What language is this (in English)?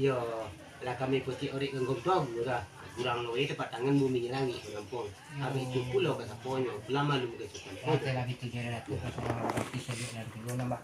Minangkabau